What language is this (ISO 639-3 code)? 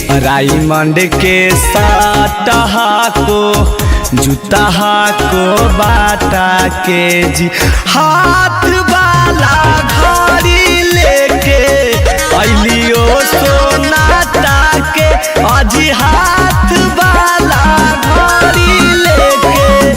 mag